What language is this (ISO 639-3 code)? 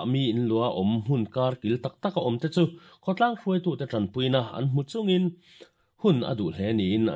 lus